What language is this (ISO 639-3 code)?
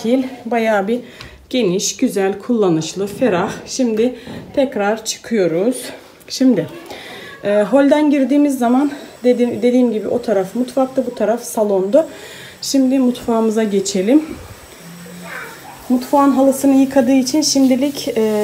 tur